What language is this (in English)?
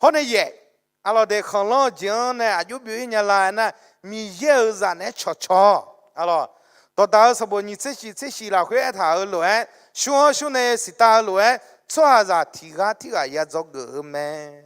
Akha